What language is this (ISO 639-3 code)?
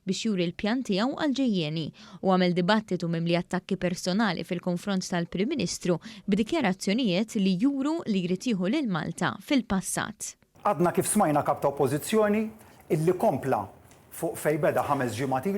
mlt